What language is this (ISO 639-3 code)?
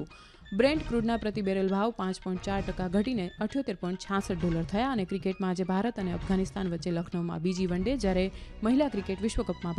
guj